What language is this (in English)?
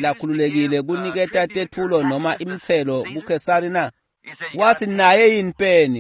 Swati